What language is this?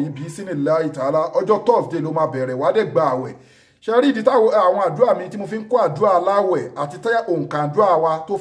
Yoruba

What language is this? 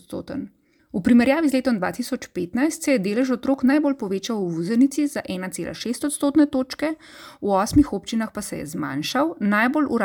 Slovenian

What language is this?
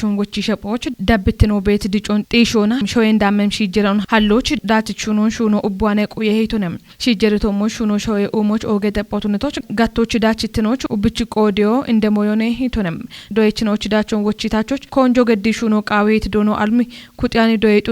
Kafa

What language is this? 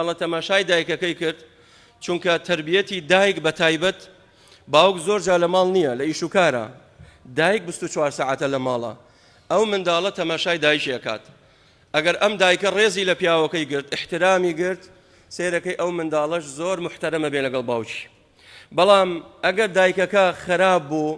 Central Kurdish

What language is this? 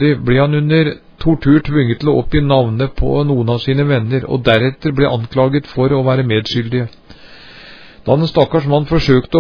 Norwegian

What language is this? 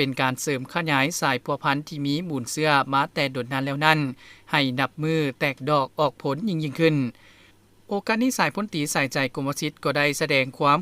Lao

